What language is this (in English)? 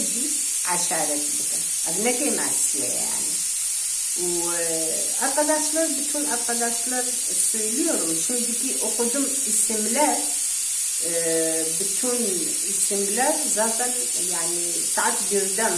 Kurdish